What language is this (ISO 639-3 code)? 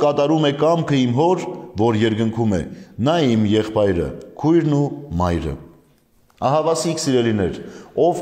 hye